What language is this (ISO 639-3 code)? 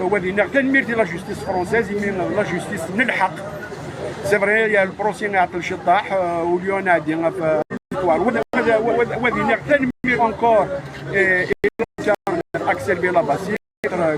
kab